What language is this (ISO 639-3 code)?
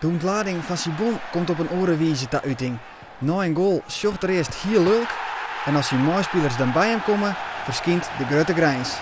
fry